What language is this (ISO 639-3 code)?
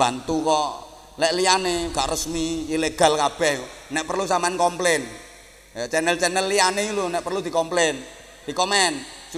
jav